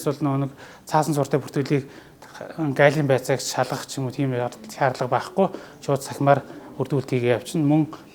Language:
Mongolian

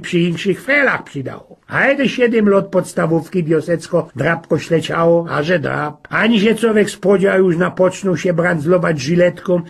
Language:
Silesian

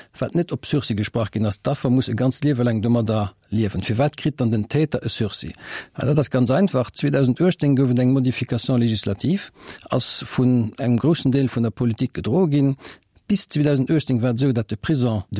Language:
Luxembourgish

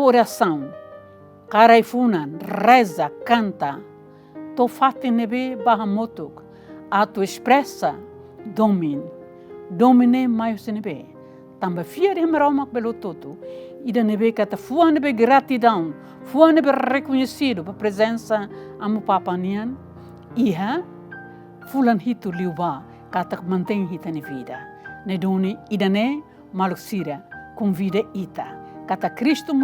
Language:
Tetum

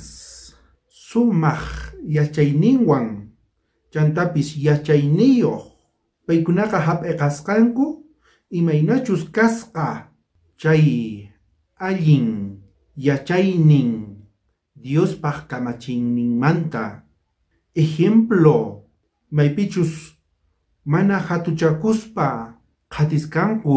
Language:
South Bolivian Quechua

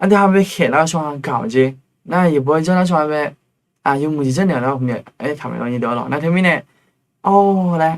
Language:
Akha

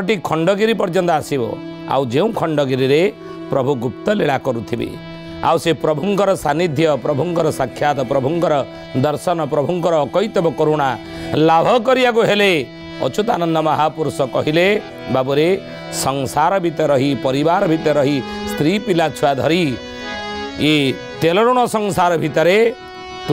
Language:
Odia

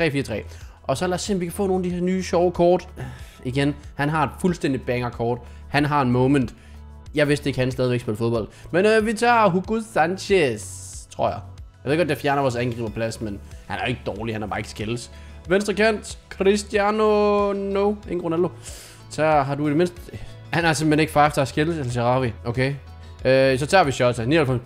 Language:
Danish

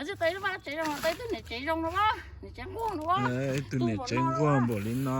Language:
Hmong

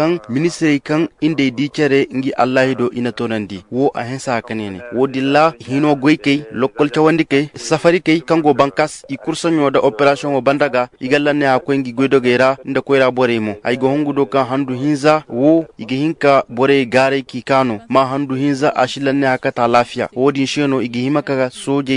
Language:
Zarma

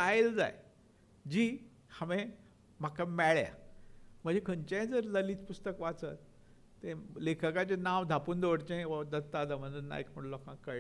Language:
Konkani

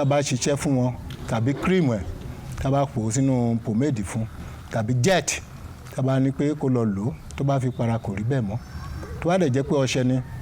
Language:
Yoruba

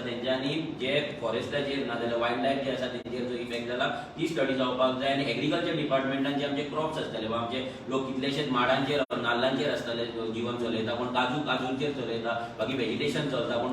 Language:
Konkani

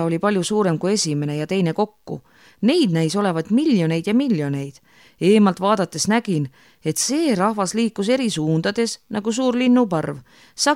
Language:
Estonian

